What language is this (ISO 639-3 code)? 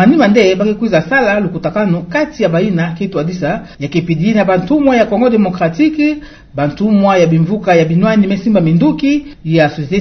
ktu